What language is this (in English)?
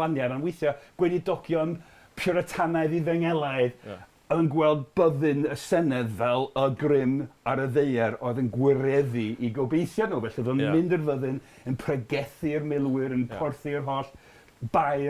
Welsh